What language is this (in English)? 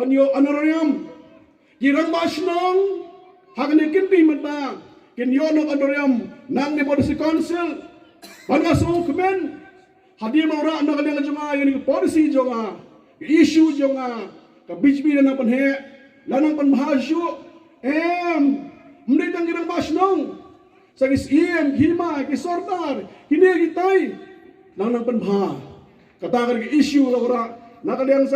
Khasi